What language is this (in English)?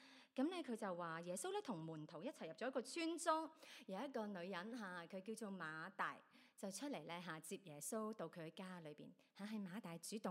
Cantonese